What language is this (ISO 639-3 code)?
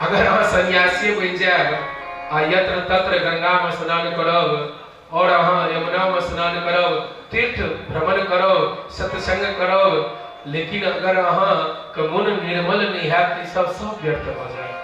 mai